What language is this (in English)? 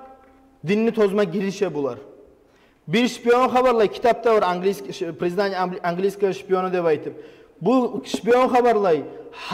Kumyk